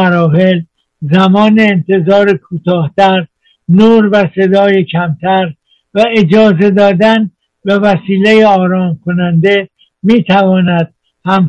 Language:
Persian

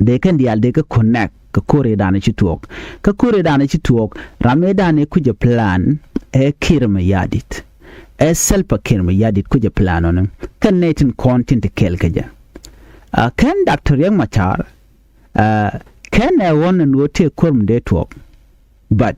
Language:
Nuer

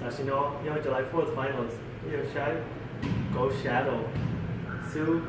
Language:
Hmong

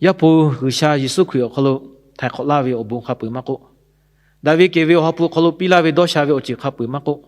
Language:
Lahu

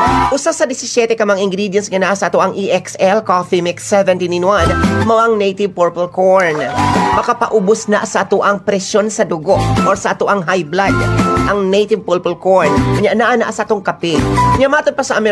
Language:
Cebuano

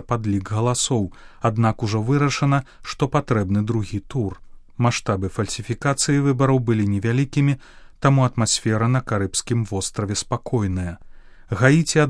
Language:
Belarusian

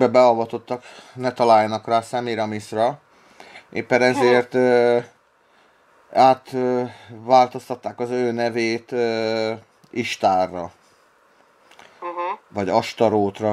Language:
Hungarian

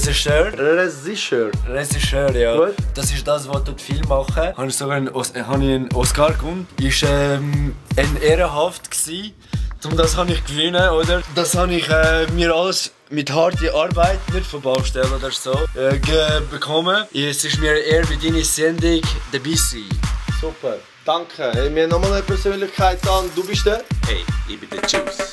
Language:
Swiss German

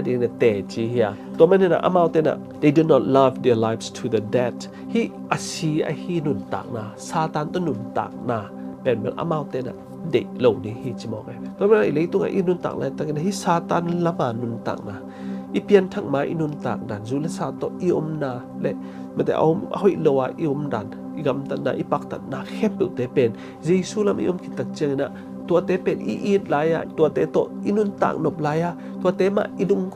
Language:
Tedim Chin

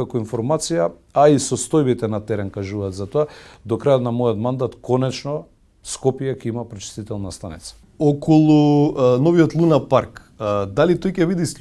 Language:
Macedonian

